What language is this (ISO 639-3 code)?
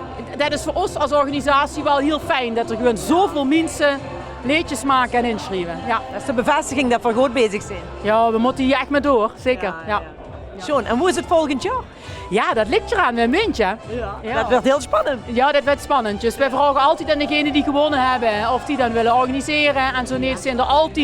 lim